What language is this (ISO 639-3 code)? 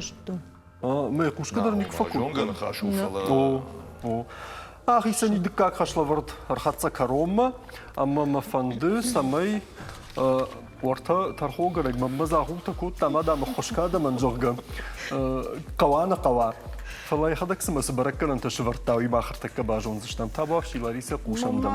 oss